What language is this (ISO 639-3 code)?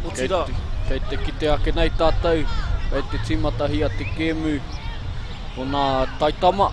mri